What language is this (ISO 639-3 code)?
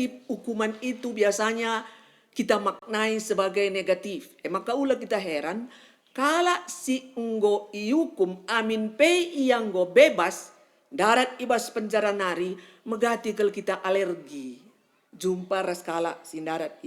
btx